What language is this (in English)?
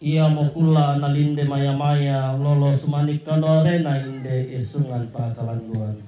Toraja-Sa'dan